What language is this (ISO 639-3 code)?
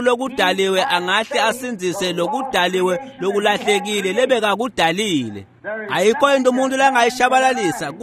ssw